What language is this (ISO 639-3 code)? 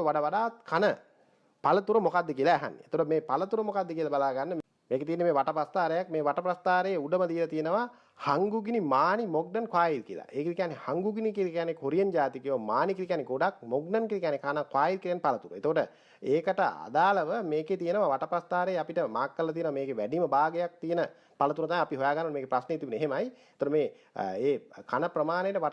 sin